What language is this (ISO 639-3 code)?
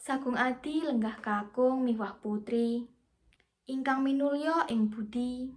jav